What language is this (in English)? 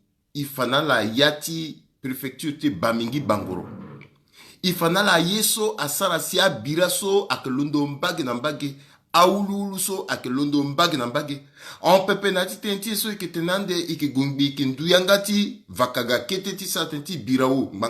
Sango